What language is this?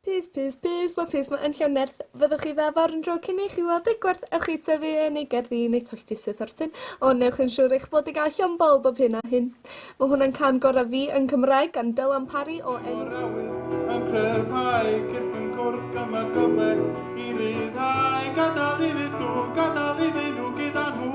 Welsh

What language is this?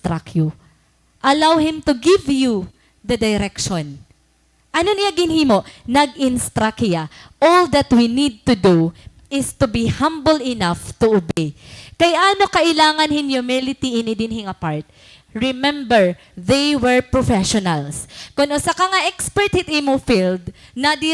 Waray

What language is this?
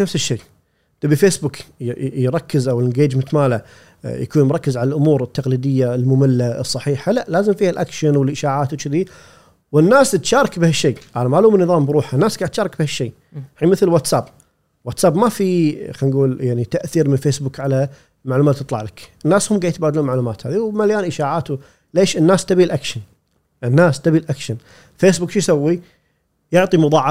Gulf Arabic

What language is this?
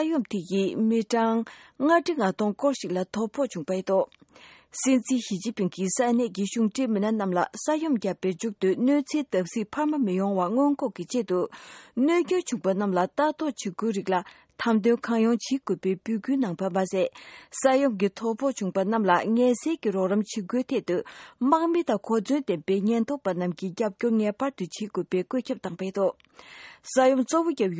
Tibetan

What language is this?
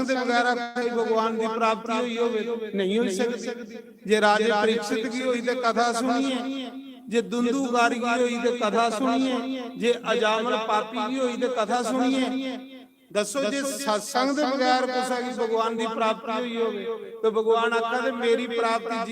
Dogri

